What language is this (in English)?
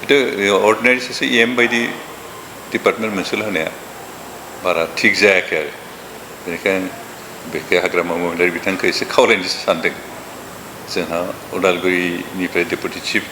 Bodo